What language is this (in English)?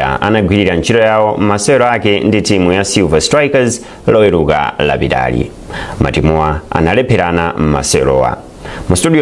Nyanja